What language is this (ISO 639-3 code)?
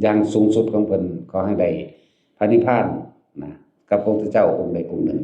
tts